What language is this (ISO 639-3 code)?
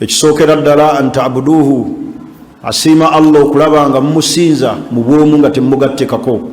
lug